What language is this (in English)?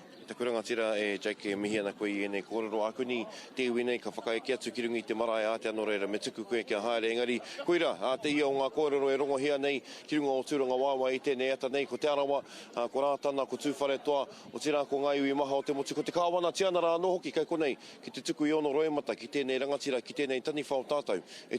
Māori